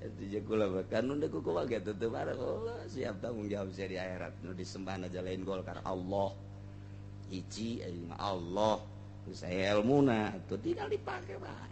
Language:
Sundanese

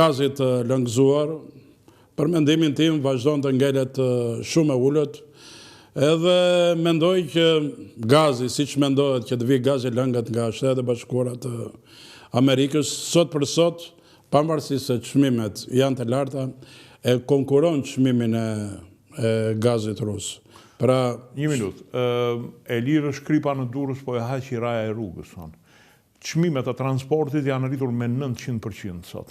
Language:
Albanian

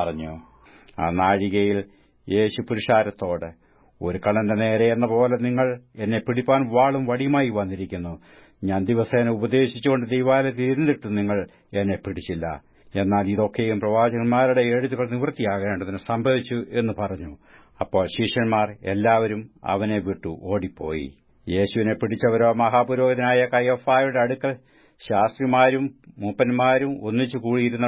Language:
Malayalam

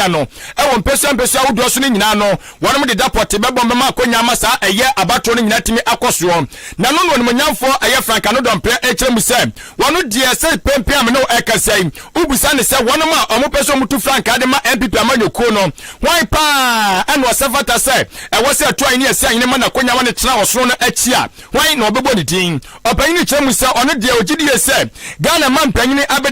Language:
Akan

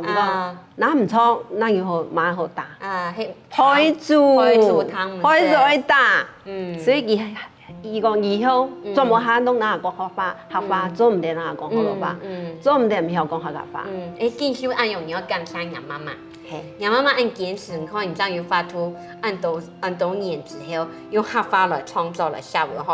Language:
Hakka Chinese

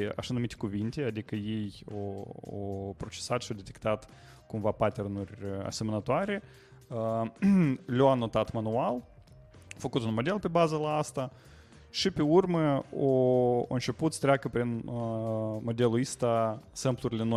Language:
Romanian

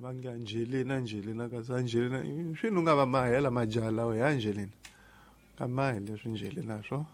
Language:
Tsonga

